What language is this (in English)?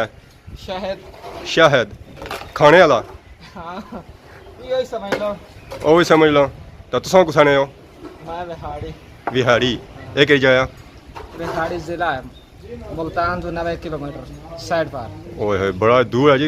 Pahari-Potwari